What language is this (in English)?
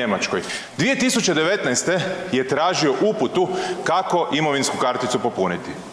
Croatian